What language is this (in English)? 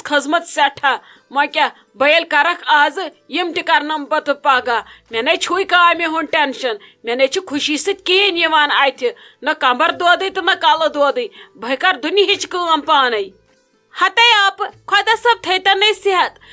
Kashmiri